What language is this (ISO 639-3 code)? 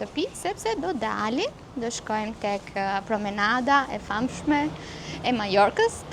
sqi